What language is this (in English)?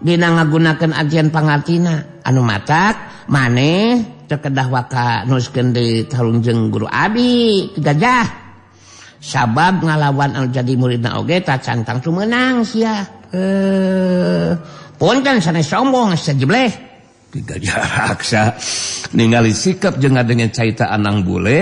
Sundanese